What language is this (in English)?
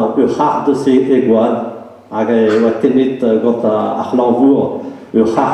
Breton